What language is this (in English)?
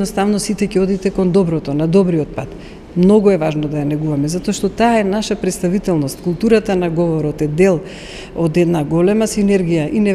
Macedonian